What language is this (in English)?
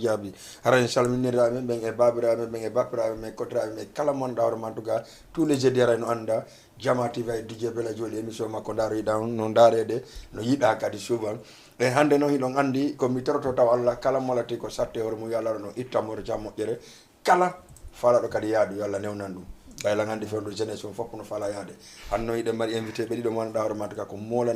Fula